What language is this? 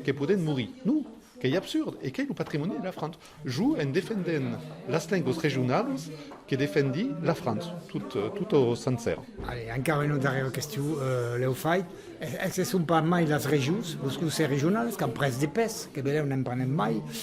Occitan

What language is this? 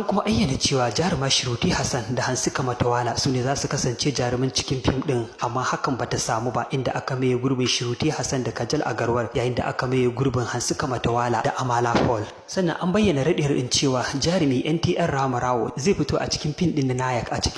Hausa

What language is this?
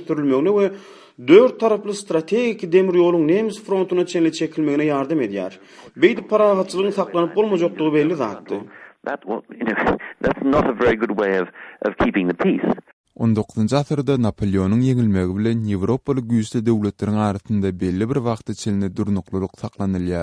Turkmen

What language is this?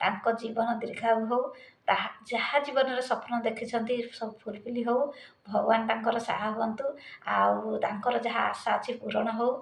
Odia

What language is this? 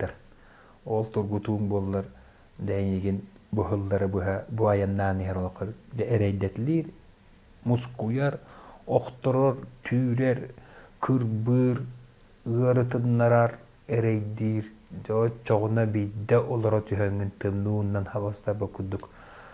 Yakut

